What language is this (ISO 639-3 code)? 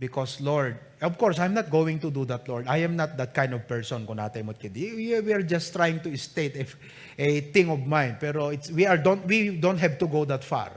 ilo